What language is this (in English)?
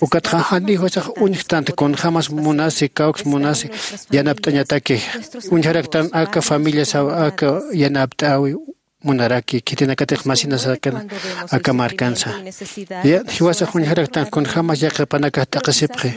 Aymara